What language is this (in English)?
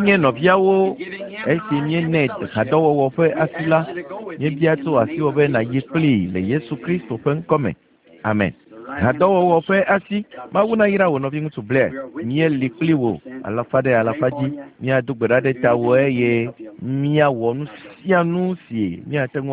Ewe